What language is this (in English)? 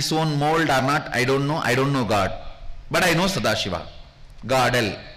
English